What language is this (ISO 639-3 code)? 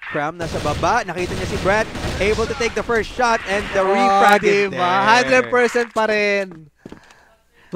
fil